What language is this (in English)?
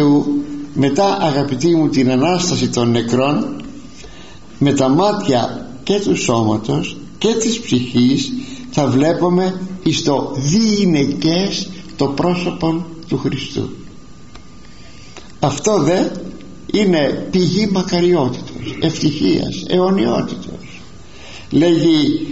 Greek